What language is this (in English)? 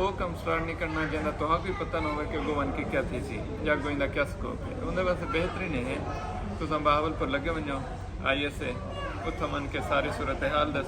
Saraiki